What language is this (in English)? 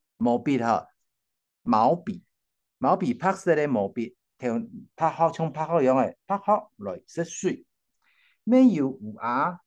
Hakka Chinese